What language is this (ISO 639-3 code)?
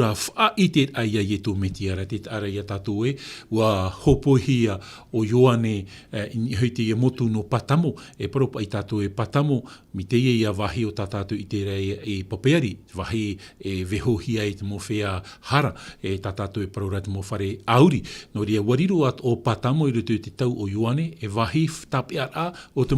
tah